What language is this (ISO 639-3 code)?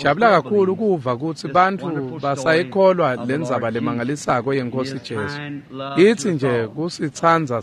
ssw